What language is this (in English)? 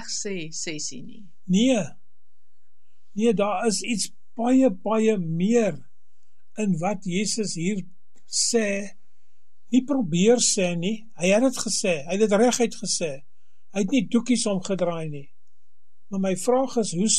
Afrikaans